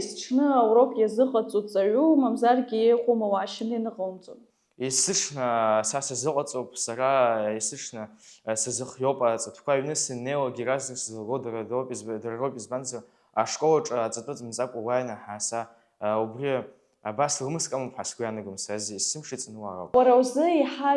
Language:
Abkhazian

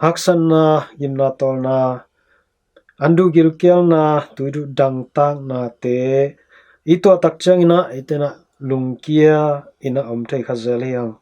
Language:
Tedim Chin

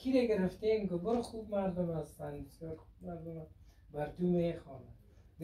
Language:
Persian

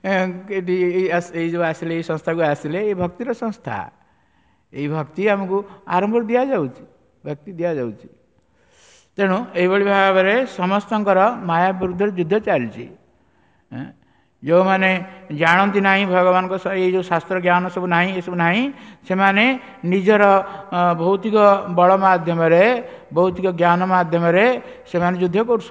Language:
Odia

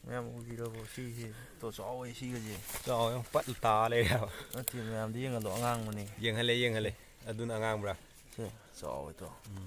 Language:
Manipuri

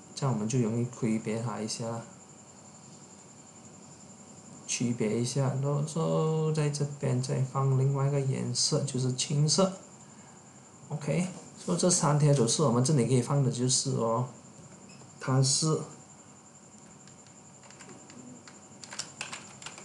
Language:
Chinese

